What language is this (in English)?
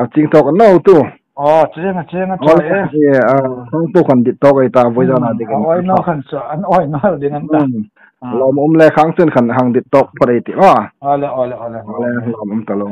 Hmar